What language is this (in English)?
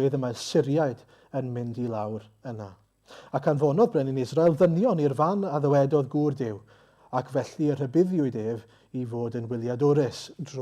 Welsh